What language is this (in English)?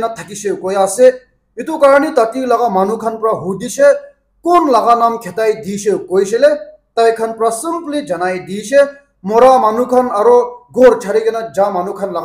Naga Pidgin